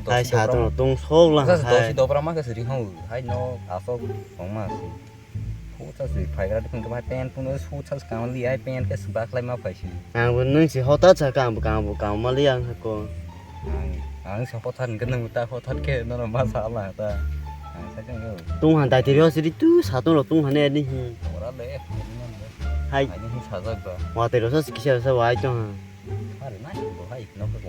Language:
Kok Borok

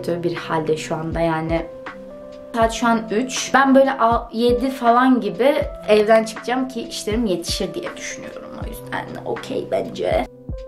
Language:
Turkish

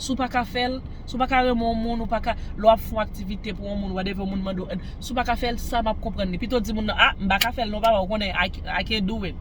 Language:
Haitian Creole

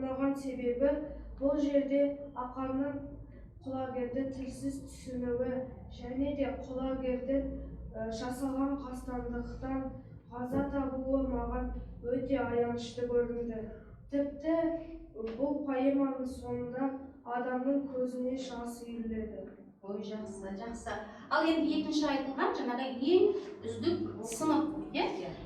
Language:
Kazakh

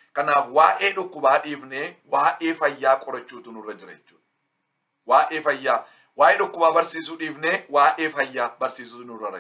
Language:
Oromo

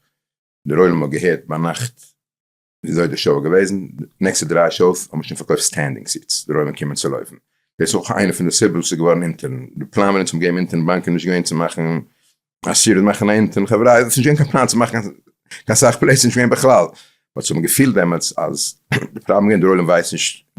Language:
Yiddish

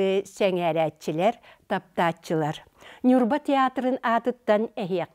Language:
Yakut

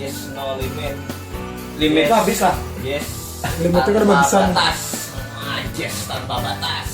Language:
Banjar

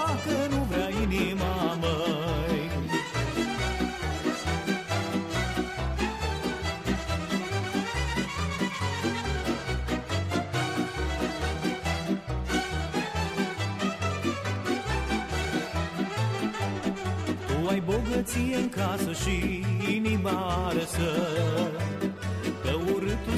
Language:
Romanian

